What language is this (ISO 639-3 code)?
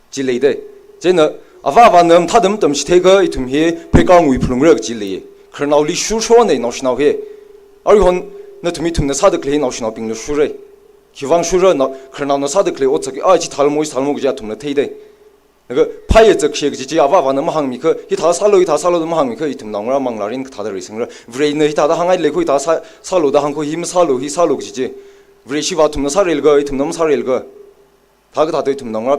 nmf